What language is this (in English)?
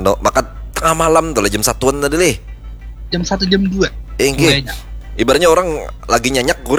Banjar